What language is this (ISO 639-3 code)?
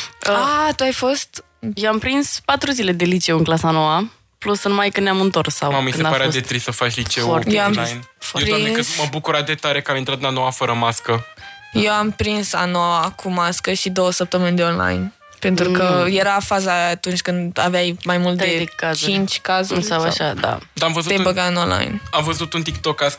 ron